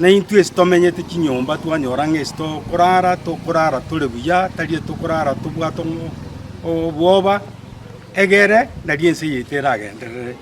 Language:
Gusii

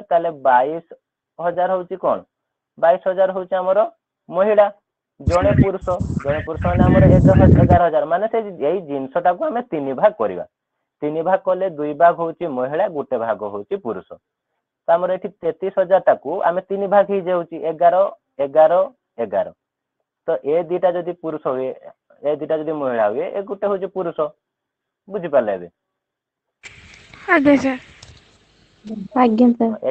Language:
Odia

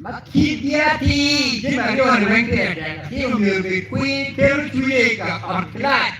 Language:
Acoli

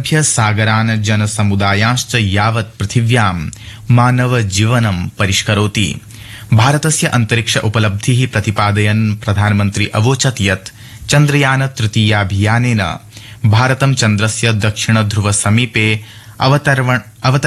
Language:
Sanskrit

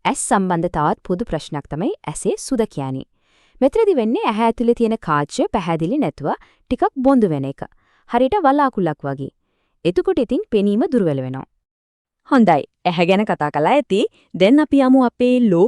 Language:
Sinhala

